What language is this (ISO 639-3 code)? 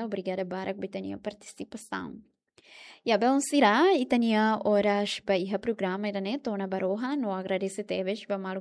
tet